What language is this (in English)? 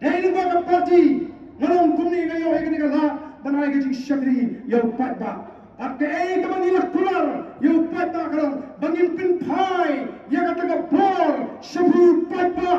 Khasi